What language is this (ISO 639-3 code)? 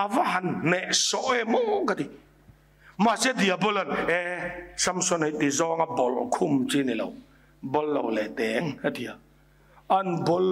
lus